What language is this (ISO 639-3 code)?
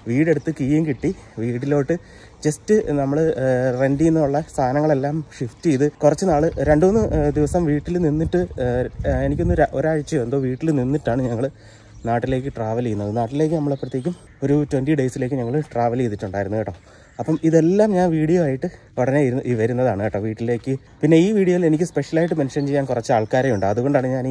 mal